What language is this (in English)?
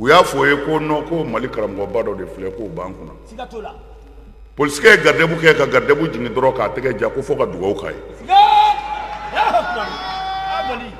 Bambara